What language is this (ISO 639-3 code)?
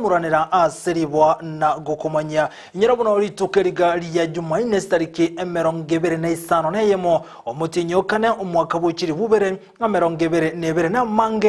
guz